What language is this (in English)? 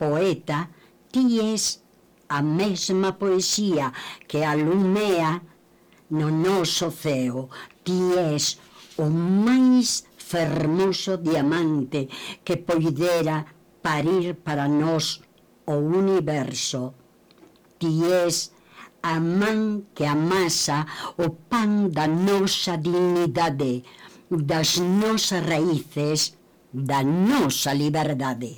Galician